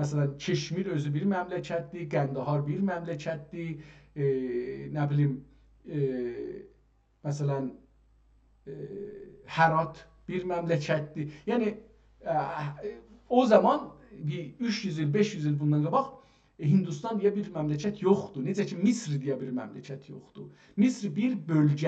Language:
South Azerbaijani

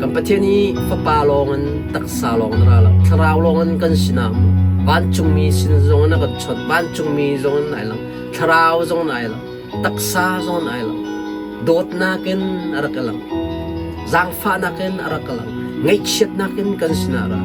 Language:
Hakha Chin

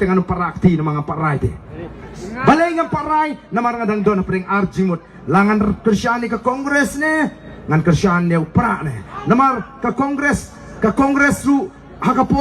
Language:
Khasi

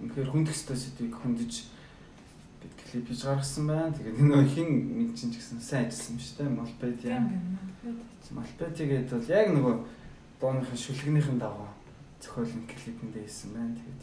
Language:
Mongolian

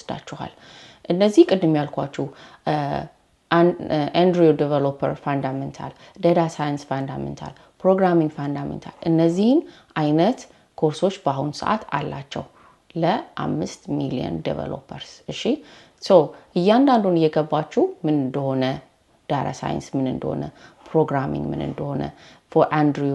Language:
Amharic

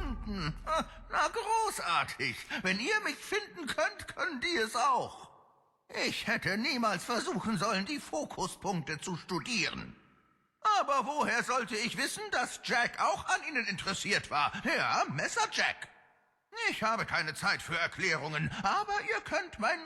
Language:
Swiss German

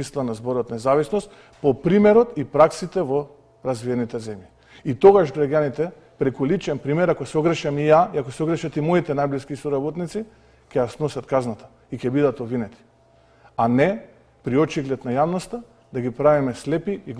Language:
Macedonian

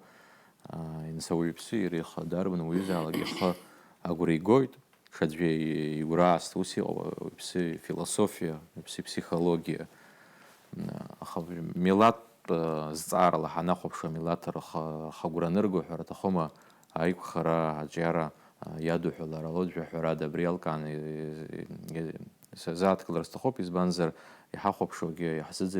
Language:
Abkhazian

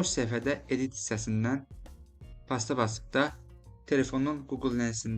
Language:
Azerbaijani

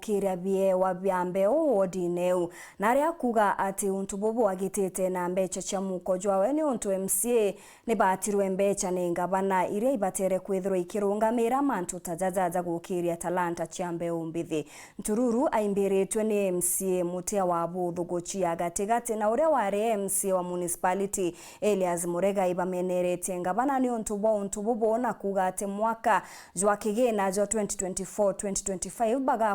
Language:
Meru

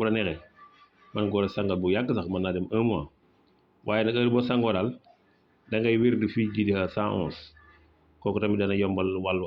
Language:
Wolof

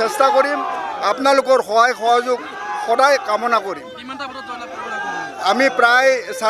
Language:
Assamese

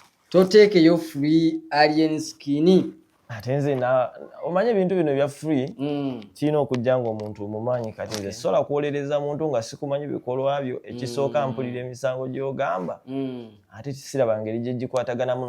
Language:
Ganda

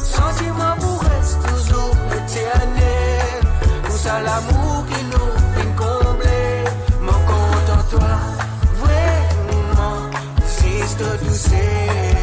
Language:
Morisyen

